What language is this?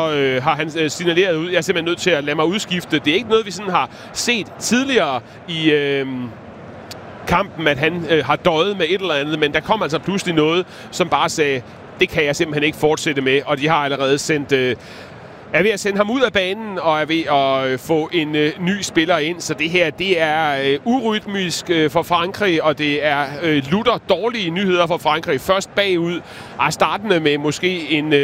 Danish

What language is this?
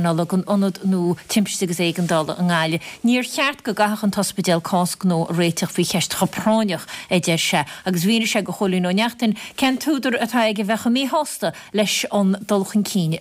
Irish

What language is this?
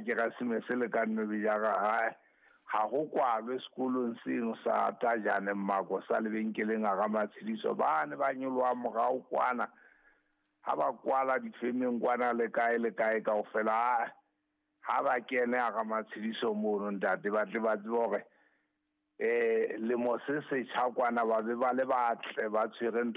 Southern Sotho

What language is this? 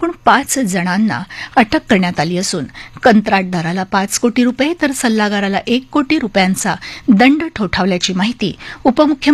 Marathi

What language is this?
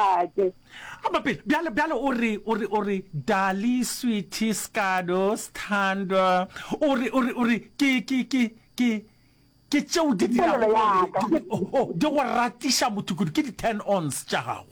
Northern Sotho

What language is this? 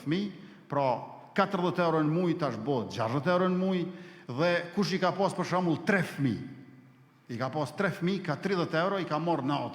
Albanian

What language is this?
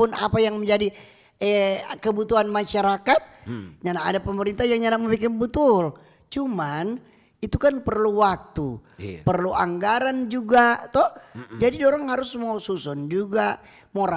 Manado Malay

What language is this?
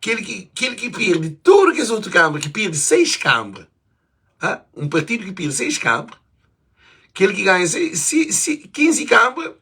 Kabuverdianu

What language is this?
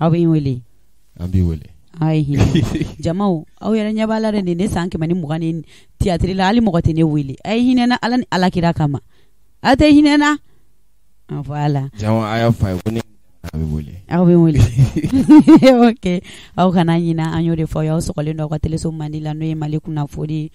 Bambara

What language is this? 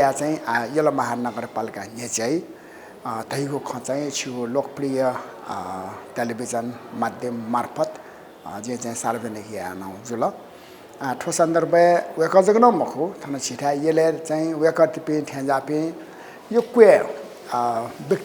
Newari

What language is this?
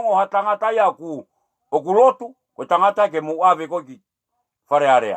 Tongan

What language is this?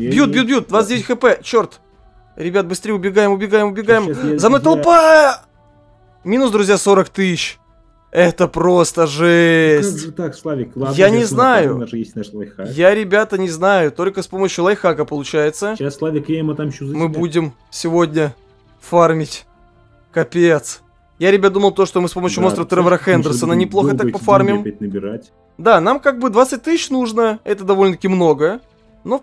Russian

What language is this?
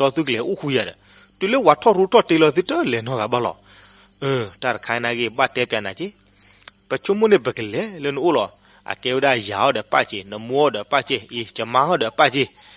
S'gaw Karen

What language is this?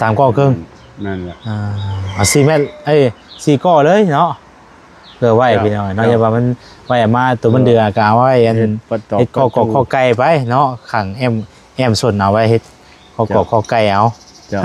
Lao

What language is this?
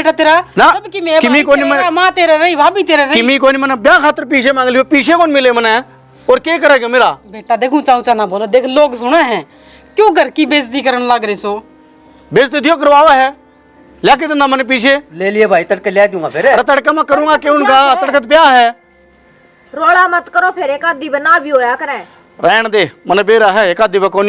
Haryanvi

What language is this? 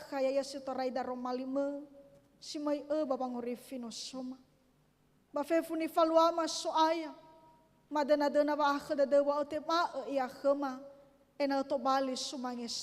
Nias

